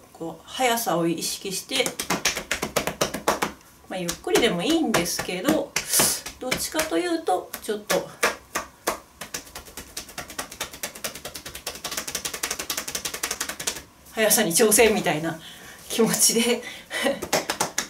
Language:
Japanese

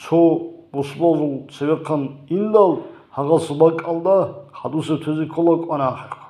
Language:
Avaric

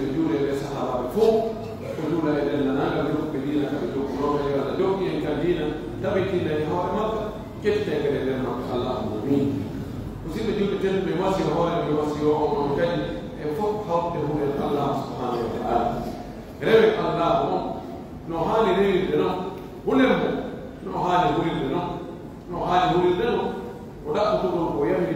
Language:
Pular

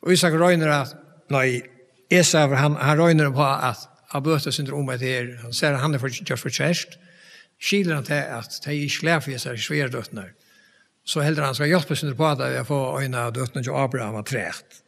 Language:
Faroese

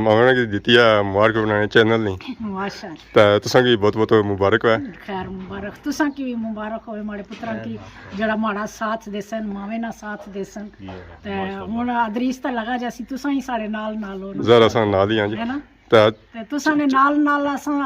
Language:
Pahari-Potwari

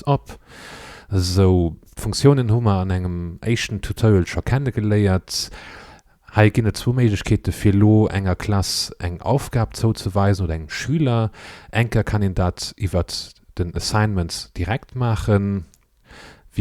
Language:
Luxembourgish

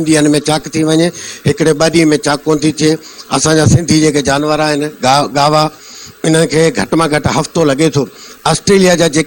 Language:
Sindhi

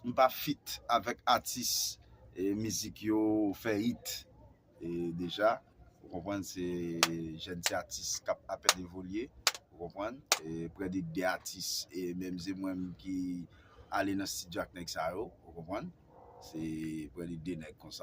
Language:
Haitian Creole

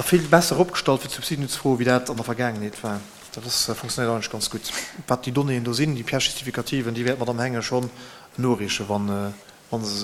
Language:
Luxembourgish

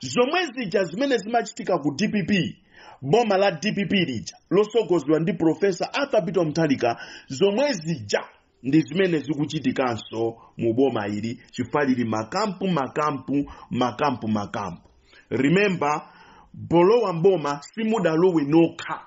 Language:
Nyanja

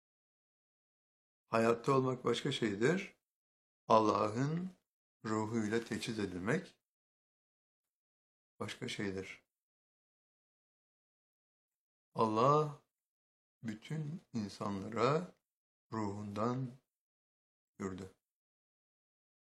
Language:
Turkish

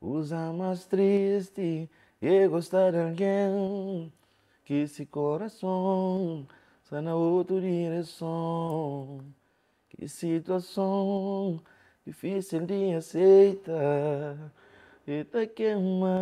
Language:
Kabuverdianu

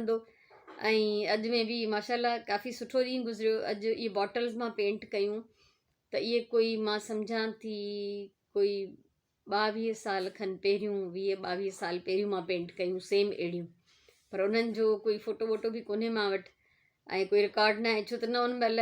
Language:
Sindhi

